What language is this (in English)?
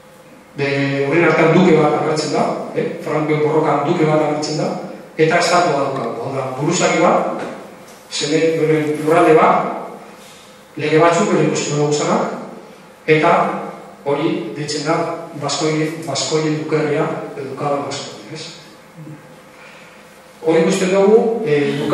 Basque